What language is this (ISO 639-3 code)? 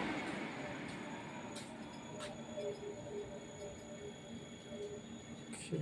lao